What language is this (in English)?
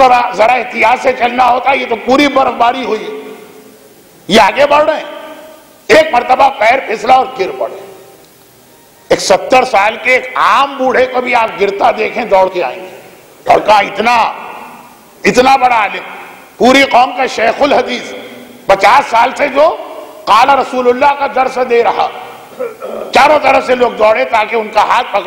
Urdu